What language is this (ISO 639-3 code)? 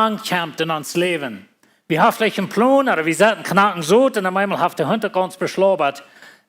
pdt